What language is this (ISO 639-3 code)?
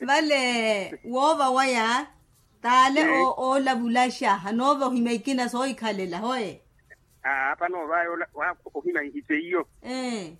vmw